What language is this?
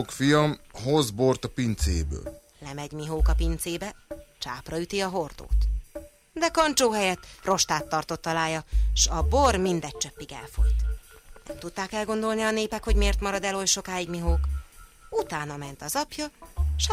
Hungarian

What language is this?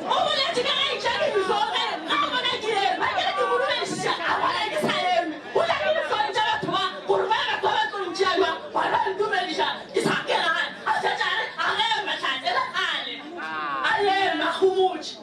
Northern Sotho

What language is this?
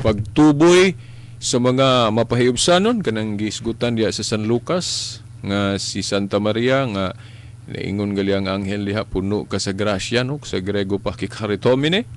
Cebuano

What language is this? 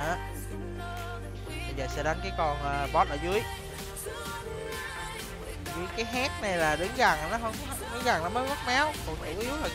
Vietnamese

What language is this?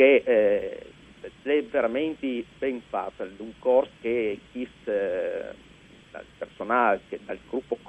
Friulian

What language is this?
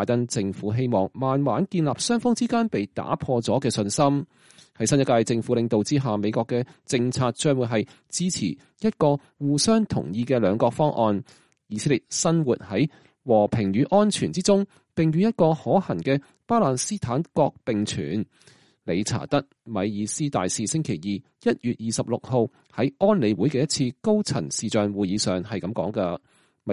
Cantonese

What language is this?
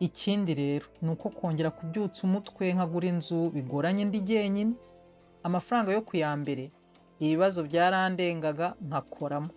Kinyarwanda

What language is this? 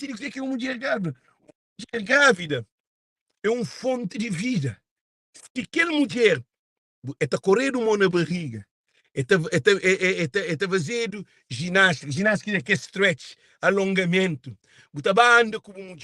Kabuverdianu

